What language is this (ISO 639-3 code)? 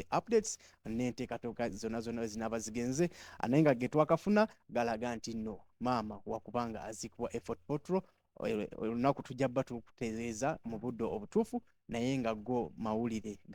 lug